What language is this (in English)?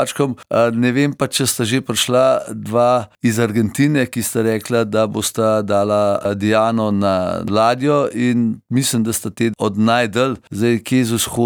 Slovenian